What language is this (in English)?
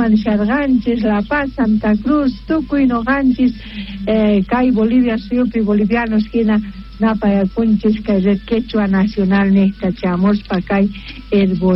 South Bolivian Quechua